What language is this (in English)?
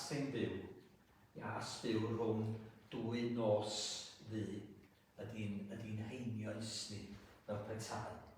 Welsh